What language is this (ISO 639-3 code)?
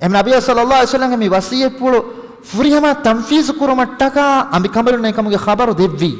div